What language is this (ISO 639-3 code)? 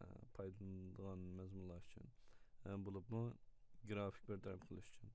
uig